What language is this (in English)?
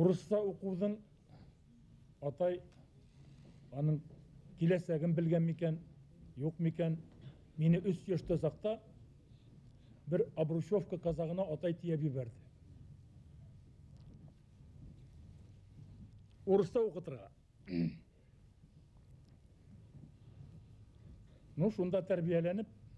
Bashkir